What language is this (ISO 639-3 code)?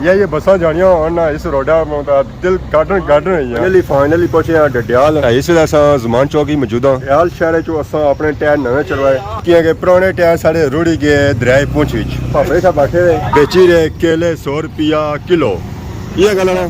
phr